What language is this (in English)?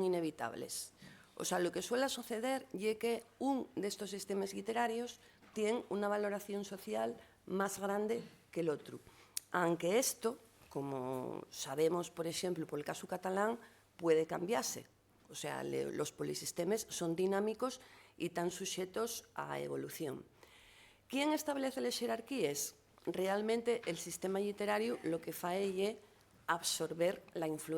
Asturian